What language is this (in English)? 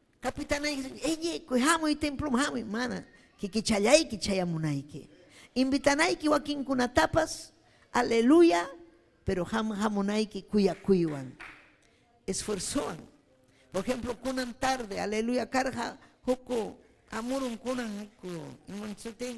Ayacucho Quechua